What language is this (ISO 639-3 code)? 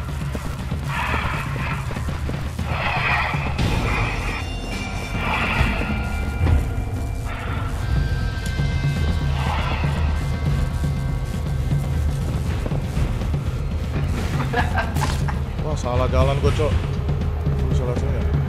ind